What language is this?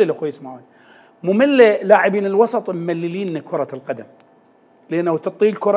Mesopotamian Arabic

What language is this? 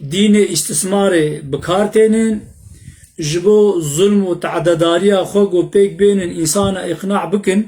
Kurdish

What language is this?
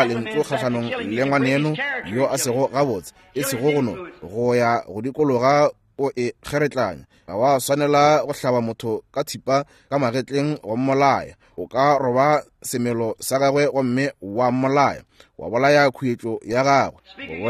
Northern Sotho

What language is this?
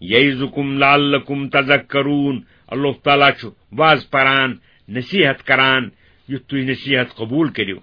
Kashmiri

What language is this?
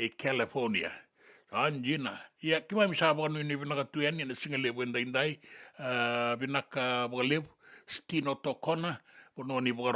Fijian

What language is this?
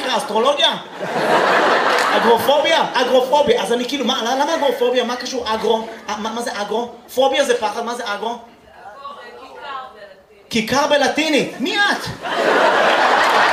Hebrew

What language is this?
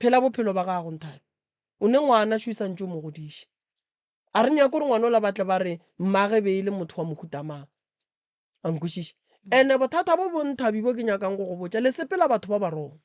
Northern Sotho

